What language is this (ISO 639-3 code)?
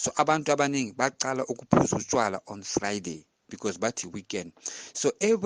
zul